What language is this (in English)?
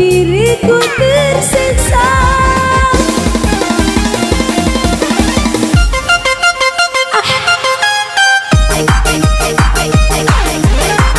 Indonesian